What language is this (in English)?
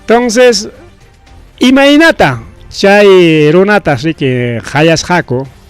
Ayacucho Quechua